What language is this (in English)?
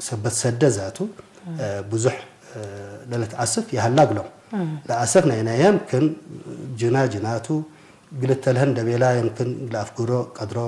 Tigre